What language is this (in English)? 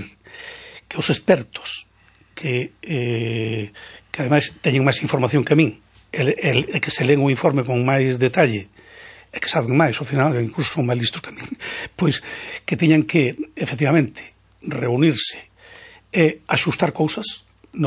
Galician